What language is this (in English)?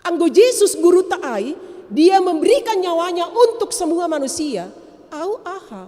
Batak Simalungun